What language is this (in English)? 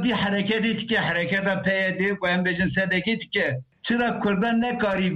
Kurdish